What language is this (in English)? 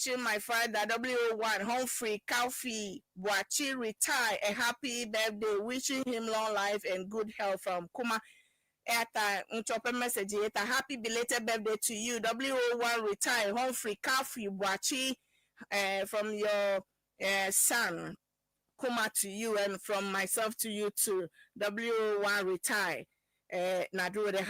Ewe